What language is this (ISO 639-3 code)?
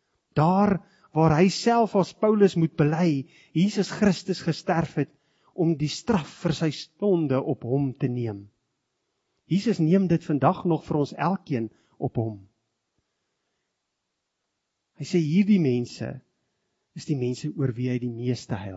afr